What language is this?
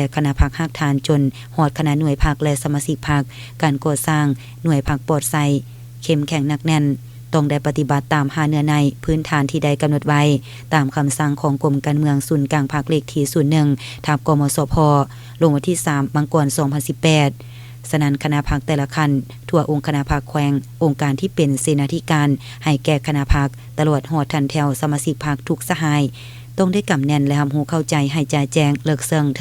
Lao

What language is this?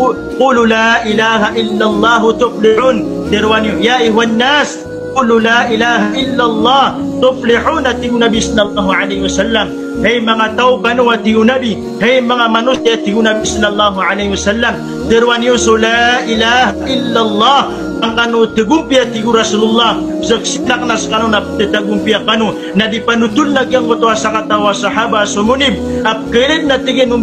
Maranao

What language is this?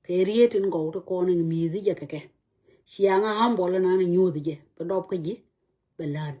Nuer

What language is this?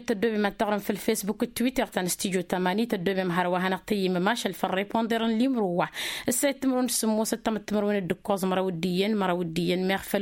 Tamasheq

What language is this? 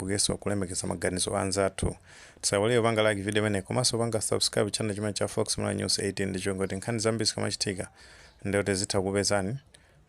Nyanja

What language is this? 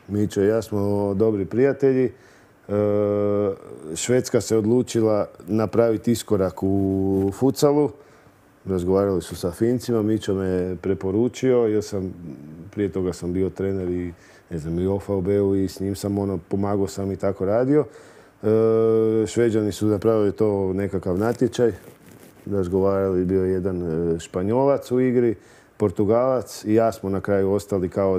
Croatian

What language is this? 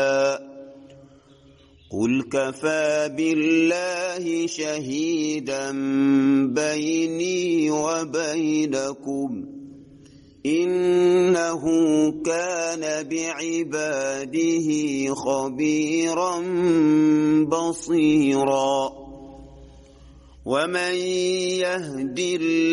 Arabic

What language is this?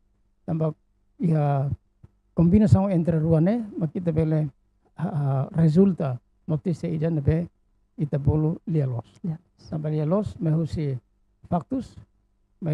Tetum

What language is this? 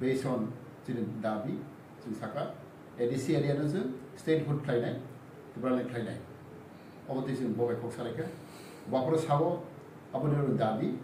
Riang (India)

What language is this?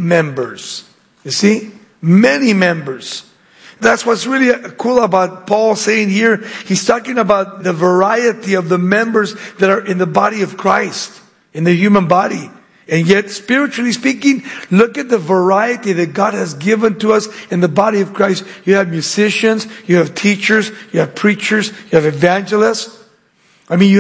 English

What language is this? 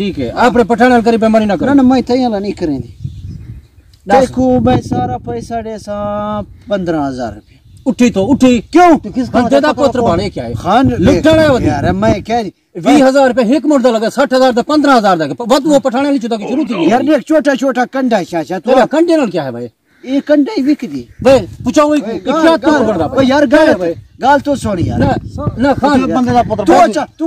Saraiki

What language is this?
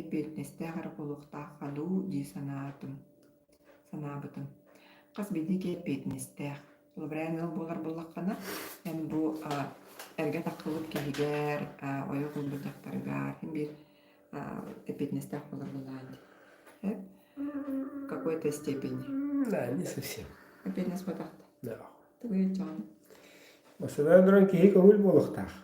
Yakut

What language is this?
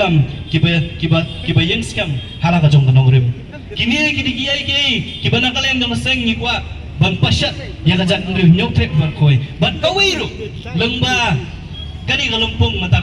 Khasi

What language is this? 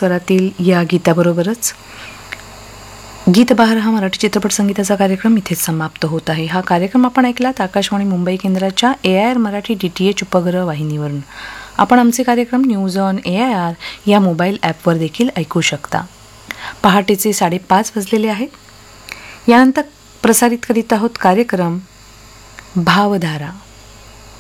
Marathi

